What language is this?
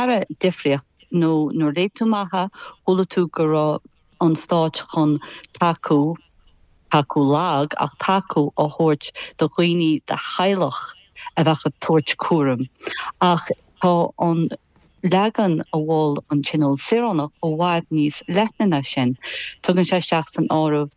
Irish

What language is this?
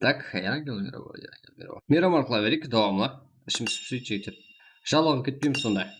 Kara-Kalpak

